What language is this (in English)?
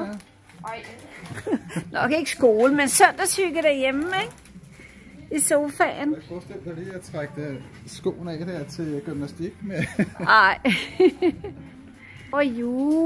Danish